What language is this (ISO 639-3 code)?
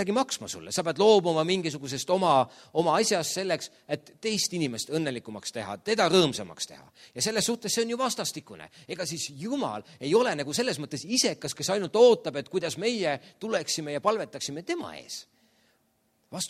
est